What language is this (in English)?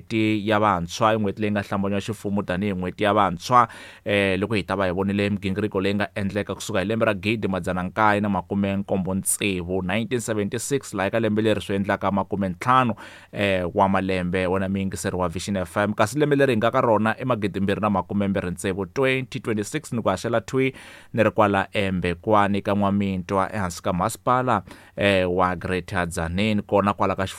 Tsonga